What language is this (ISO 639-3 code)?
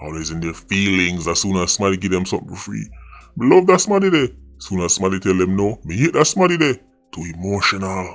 jam